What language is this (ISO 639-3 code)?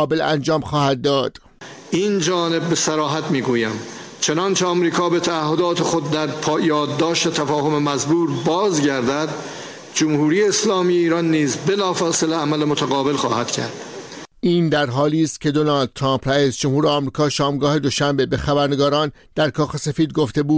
fas